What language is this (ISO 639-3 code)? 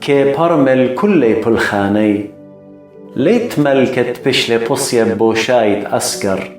aii